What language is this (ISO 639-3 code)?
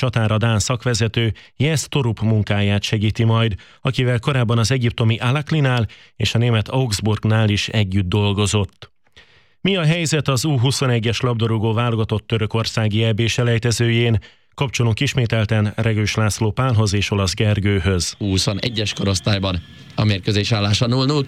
hun